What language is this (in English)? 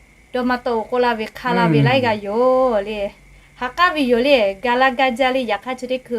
Lahu